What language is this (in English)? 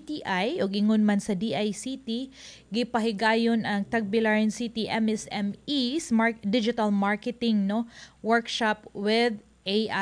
Cebuano